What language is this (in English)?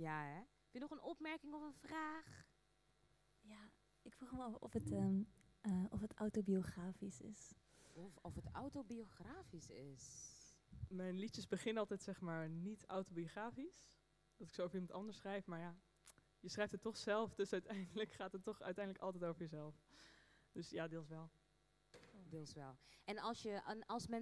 Dutch